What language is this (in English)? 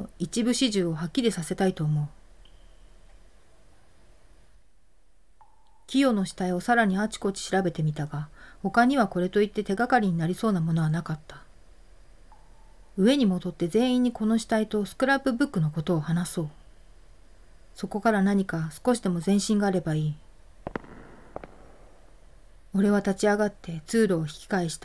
Japanese